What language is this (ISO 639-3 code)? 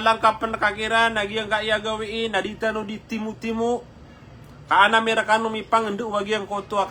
mrw